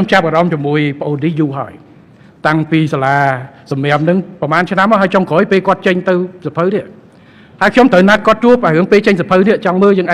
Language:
Khmer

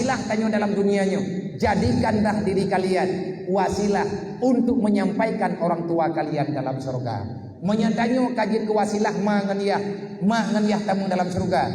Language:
Achinese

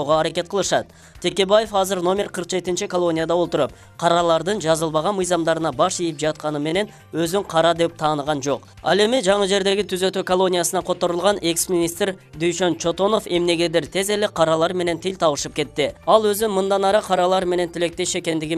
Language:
Kyrgyz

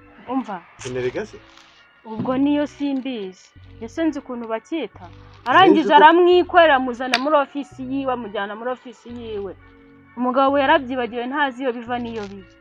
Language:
Kinyarwanda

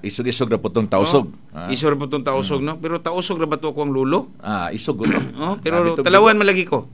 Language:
Cebuano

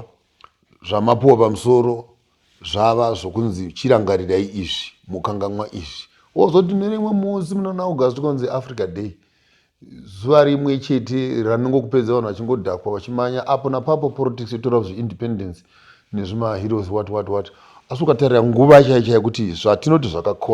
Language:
Shona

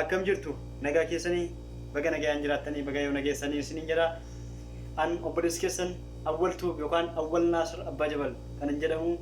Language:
Oromo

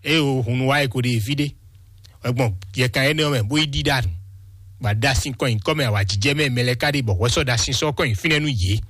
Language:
Fon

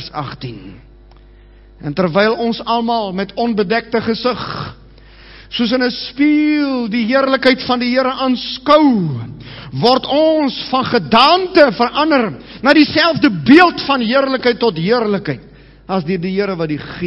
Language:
Afrikaans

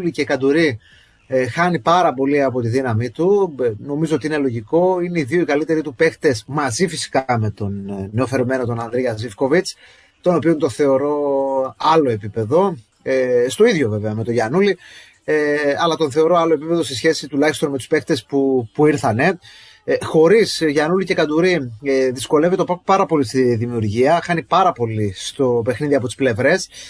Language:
Greek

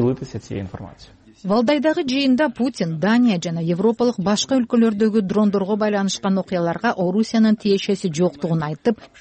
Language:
Kyrgyz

